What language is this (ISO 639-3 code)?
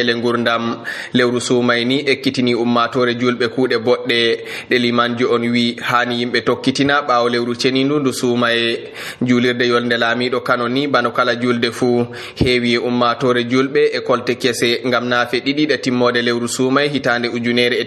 fuv